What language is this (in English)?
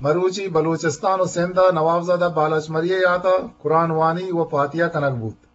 Eastern Balochi